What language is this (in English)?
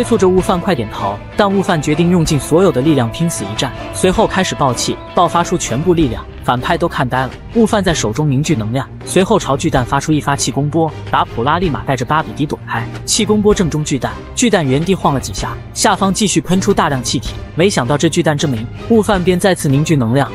Chinese